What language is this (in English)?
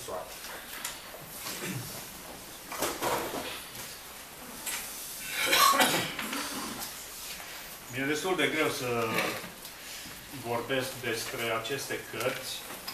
Romanian